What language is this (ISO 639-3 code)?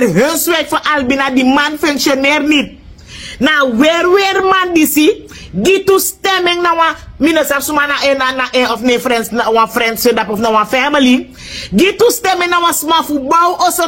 srn